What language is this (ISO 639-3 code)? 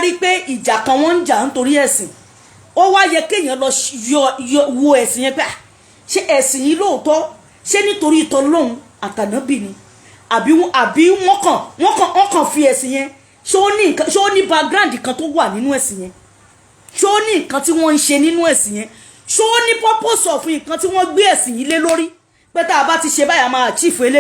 yor